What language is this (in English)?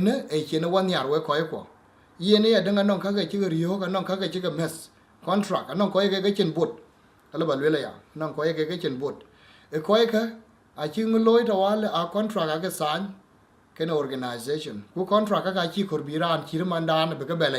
Dinka